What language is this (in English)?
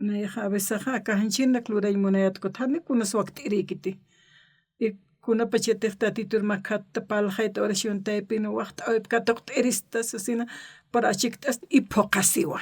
Aymara